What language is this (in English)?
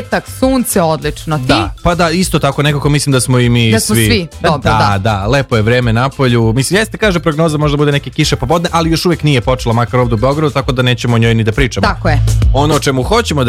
Serbian